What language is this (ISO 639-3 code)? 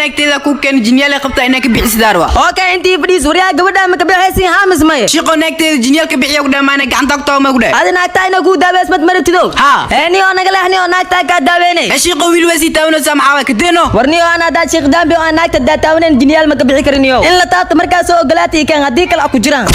som